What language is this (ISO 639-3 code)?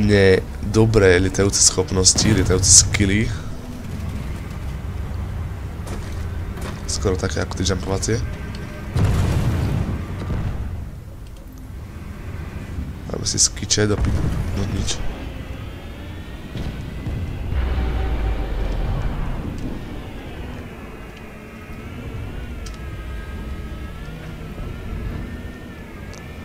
slk